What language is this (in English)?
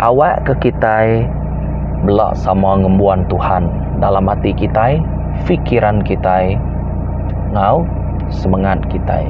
Iban